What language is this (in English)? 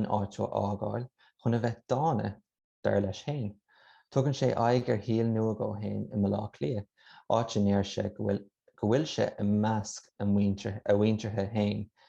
Irish